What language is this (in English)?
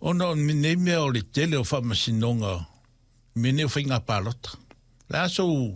Samoan